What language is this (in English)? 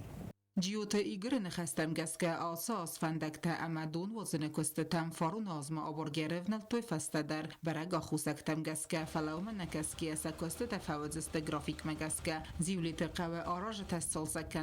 Ossetic